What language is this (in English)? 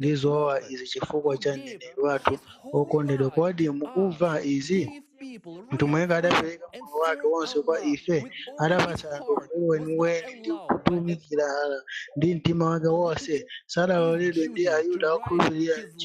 Nyanja